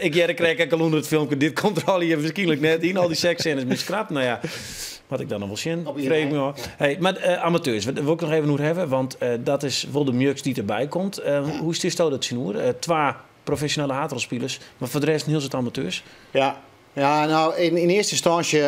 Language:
Western Frisian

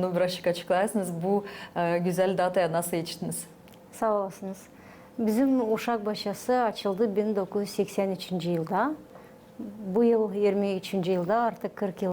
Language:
Gagauz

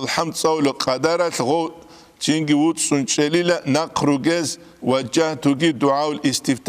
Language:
Avaric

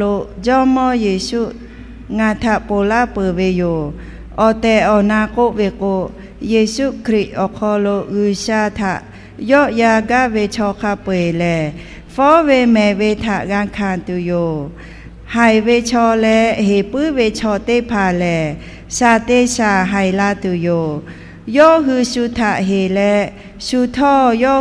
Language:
Lahu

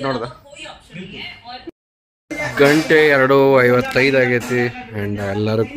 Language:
Kannada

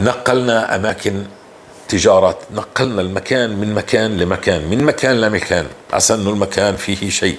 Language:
North Levantine Arabic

